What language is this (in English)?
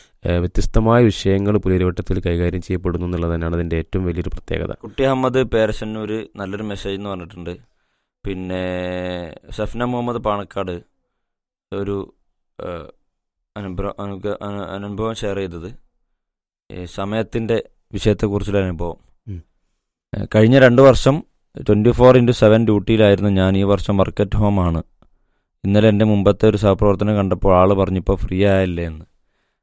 Malayalam